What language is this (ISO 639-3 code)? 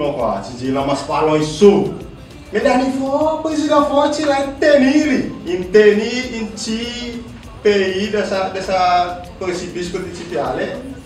crs